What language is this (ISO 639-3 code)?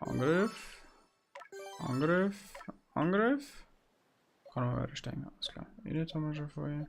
bar